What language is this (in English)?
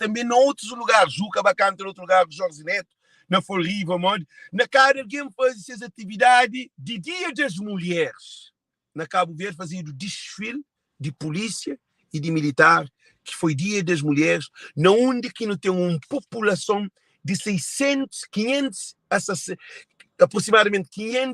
Kabuverdianu